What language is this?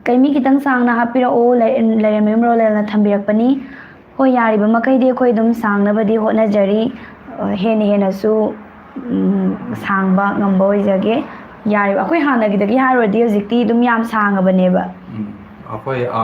Manipuri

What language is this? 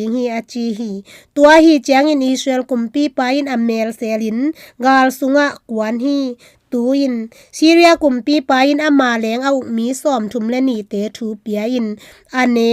Tedim Chin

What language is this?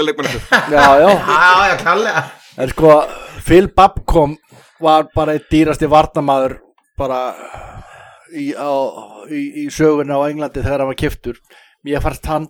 Icelandic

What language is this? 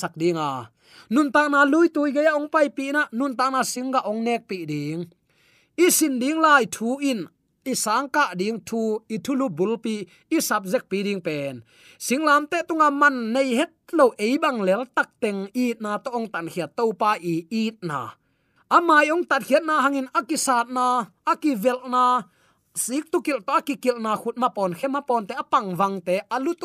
Tedim Chin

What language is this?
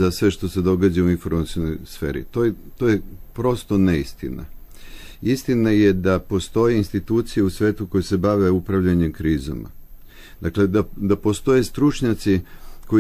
Serbian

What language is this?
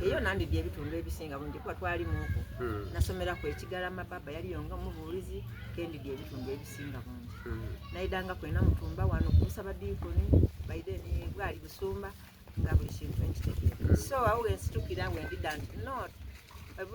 Soga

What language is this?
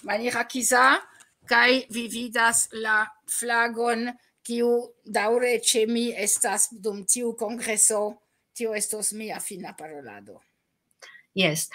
Esperanto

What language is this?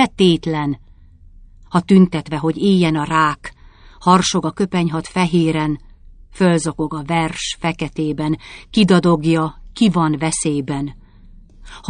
Hungarian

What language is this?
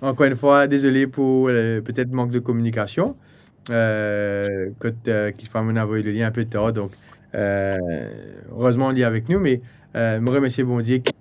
Morisyen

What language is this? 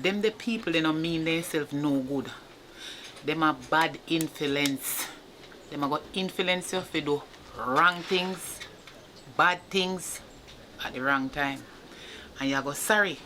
Jamaican Creole English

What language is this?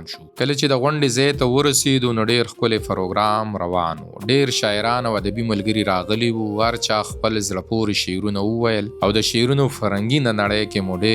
Pashto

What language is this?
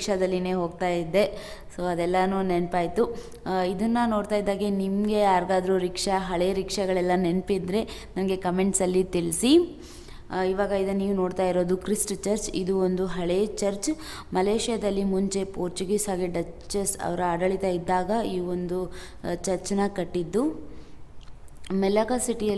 Kannada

